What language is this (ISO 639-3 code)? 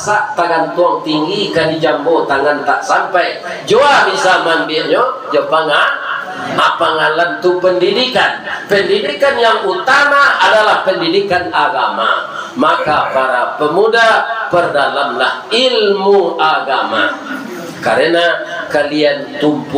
min